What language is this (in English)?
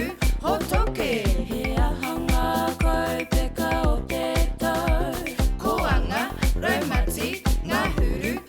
Māori